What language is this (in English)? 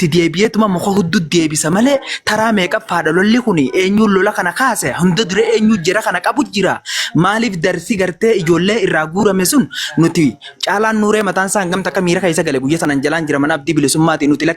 Oromo